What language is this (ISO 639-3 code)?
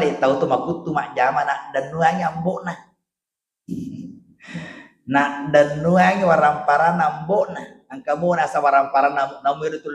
bug